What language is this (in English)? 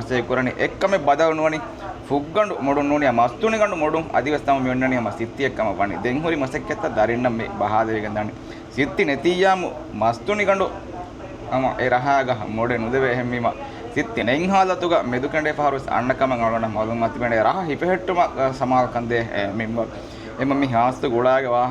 Divehi